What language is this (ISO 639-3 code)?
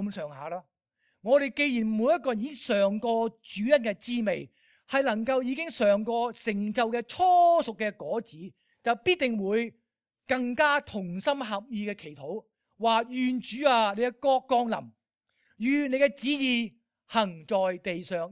yue